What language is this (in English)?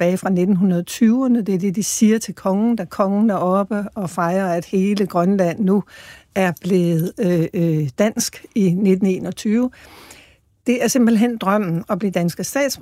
Danish